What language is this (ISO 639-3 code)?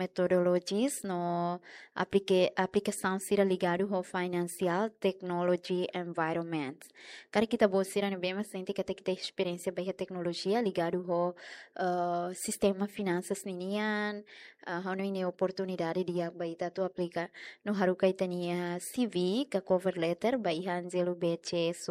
tet